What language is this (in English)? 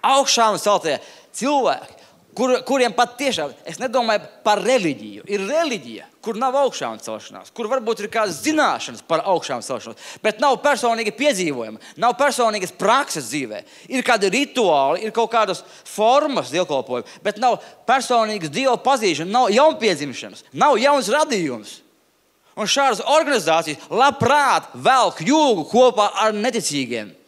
Latvian